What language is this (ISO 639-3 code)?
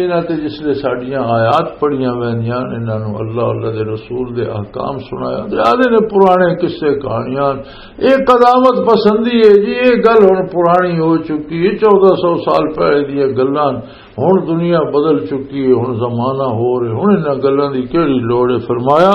lah